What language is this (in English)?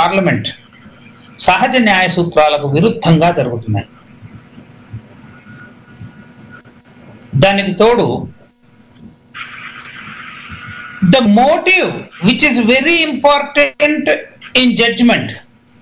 Telugu